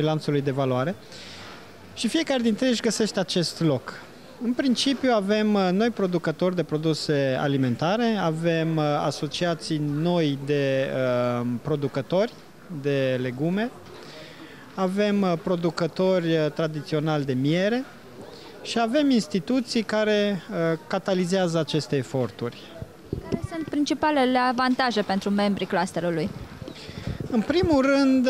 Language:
Romanian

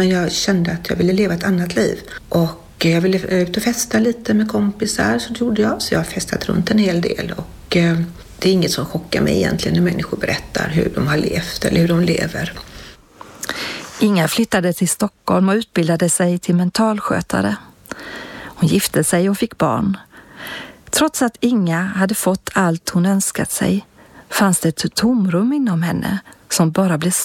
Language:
Swedish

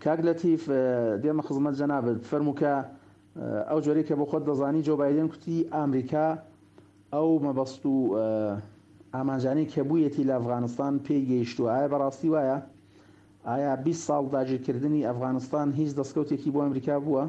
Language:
Central Kurdish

